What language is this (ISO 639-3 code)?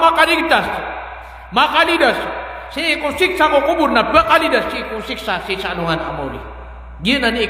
mrw